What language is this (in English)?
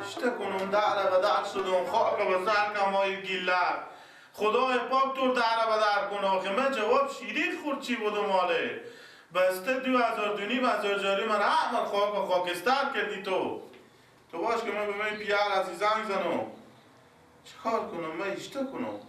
Persian